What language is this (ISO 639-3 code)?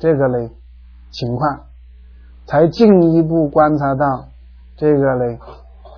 zho